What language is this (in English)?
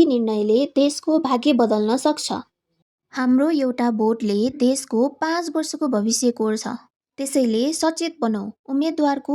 Nepali